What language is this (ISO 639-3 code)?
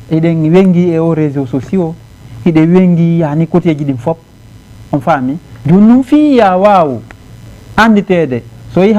ful